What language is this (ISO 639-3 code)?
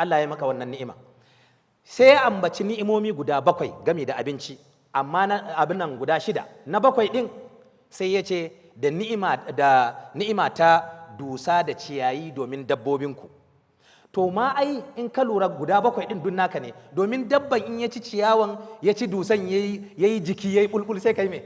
hau